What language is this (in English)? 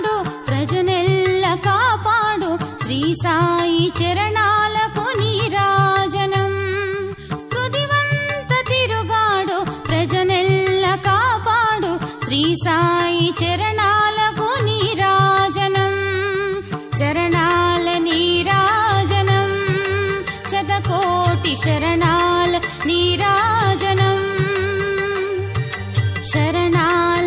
Telugu